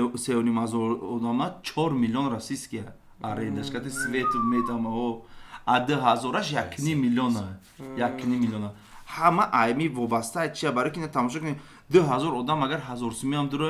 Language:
Tajik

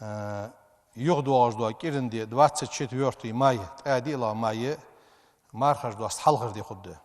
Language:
Ingush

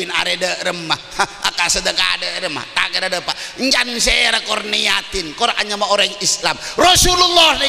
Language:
Madurese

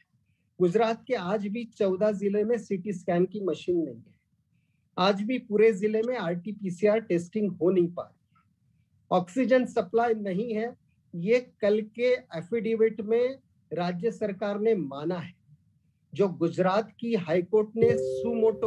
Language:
Hindi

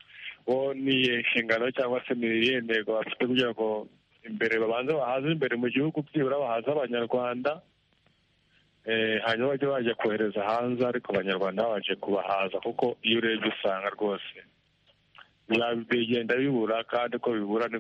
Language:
Kinyarwanda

